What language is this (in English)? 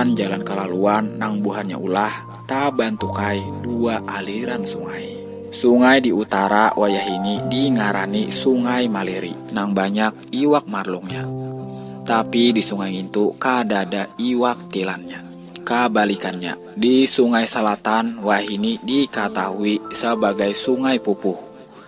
Banjar